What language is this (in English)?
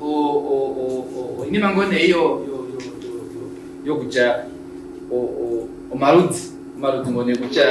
Kuanyama